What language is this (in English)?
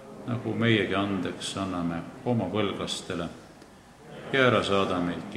Estonian